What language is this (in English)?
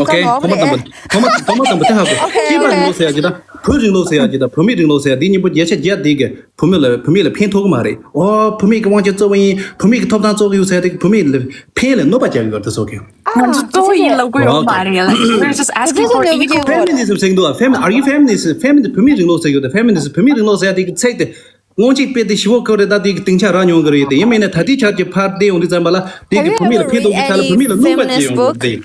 Tibetan